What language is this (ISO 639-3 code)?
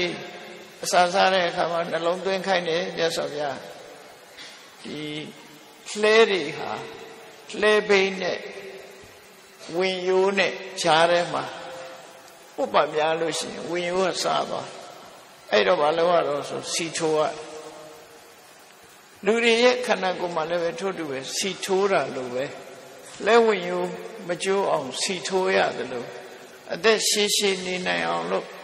mya